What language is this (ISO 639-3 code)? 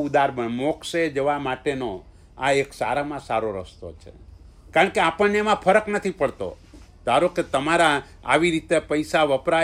guj